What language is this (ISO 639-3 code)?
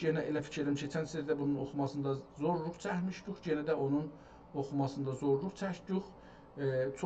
azb